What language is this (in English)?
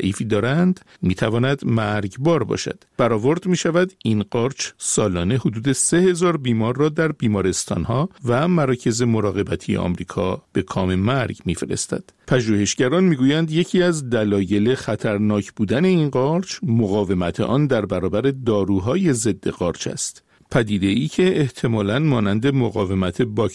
Persian